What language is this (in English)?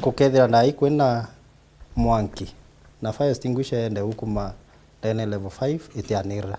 Meru